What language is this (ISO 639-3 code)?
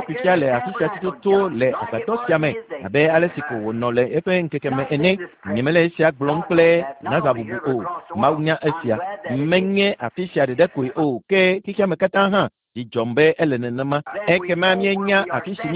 ewe